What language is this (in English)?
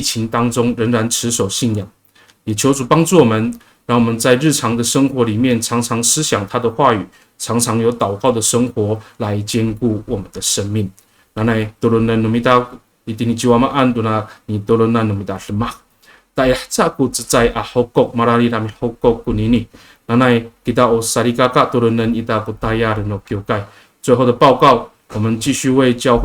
Amis